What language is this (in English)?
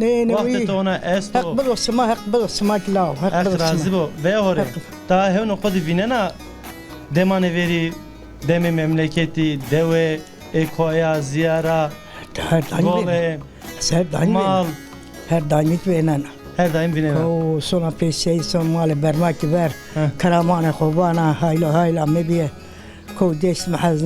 Zaza